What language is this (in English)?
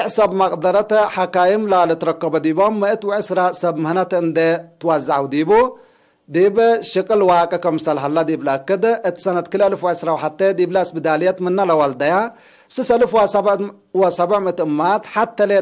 Tigre